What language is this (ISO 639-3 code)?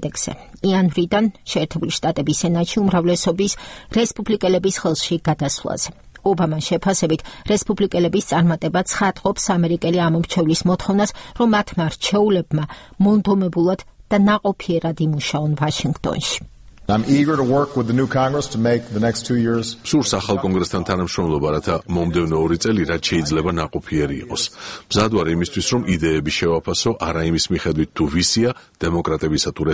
kat